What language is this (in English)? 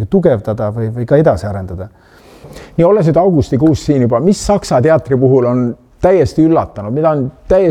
Estonian